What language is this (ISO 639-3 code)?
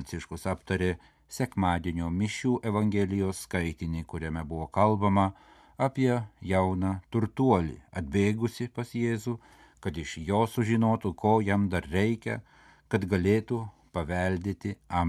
lit